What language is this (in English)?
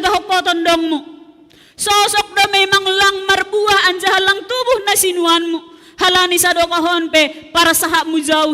Batak Simalungun